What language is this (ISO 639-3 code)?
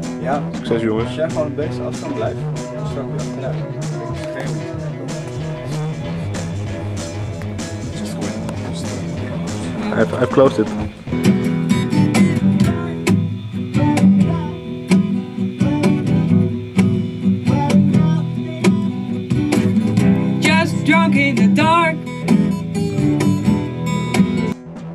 nld